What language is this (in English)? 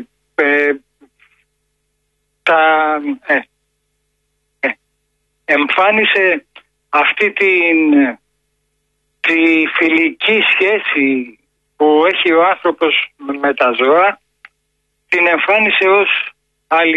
Greek